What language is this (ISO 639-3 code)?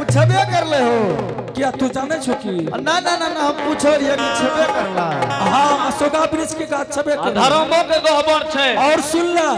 anp